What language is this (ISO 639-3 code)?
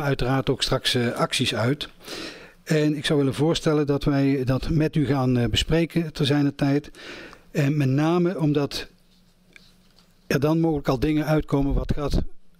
nld